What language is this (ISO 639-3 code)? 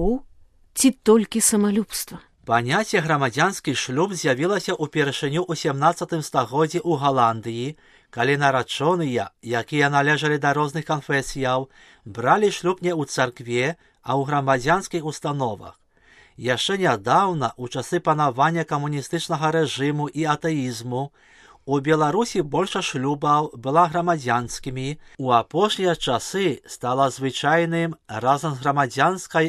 bel